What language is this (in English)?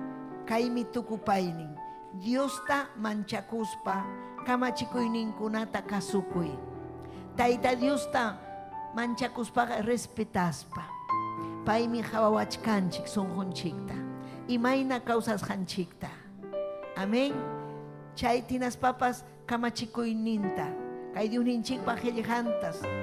Ayacucho Quechua